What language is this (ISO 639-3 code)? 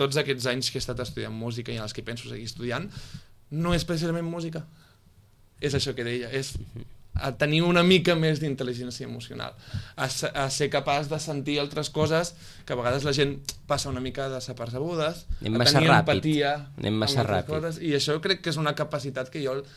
cat